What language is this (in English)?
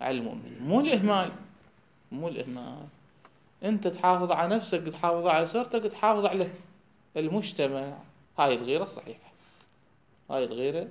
Mesopotamian Arabic